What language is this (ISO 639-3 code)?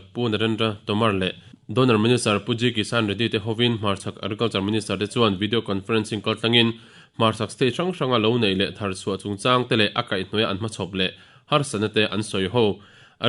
lus